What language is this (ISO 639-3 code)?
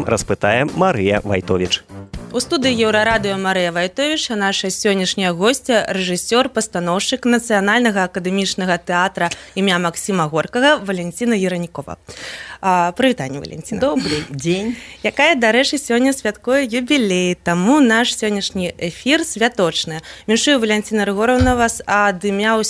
bel